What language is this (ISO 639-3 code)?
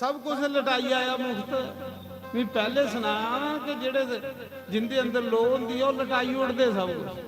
doi